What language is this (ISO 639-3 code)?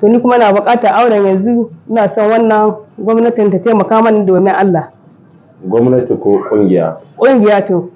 hau